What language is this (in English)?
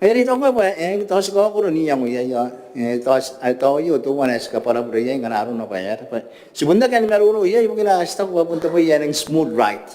Gilbertese